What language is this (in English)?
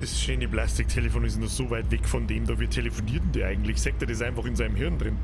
Bavarian